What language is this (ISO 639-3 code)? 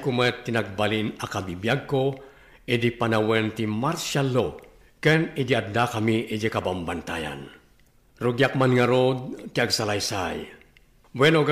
ilo